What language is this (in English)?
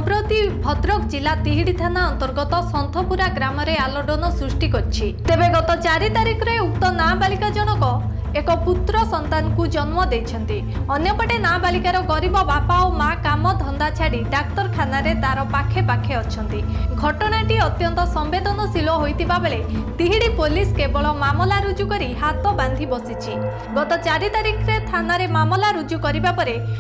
Odia